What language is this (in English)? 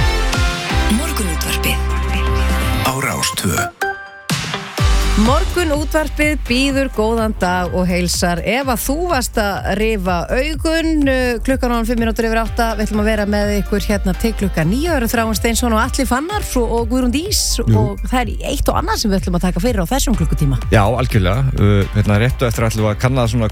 Icelandic